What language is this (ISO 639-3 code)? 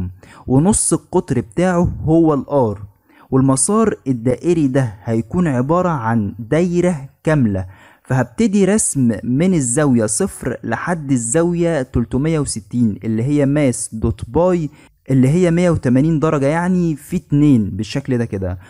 arz